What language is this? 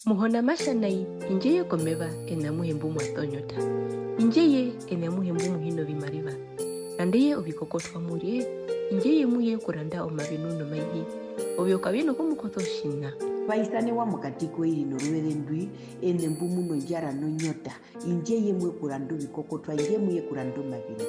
Herero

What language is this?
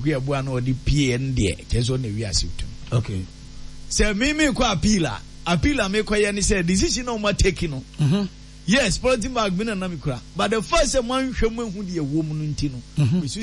Akan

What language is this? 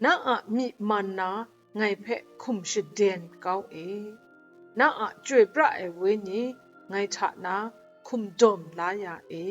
Kachin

